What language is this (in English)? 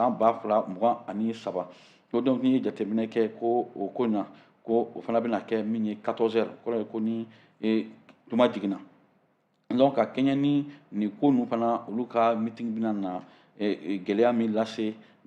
Bambara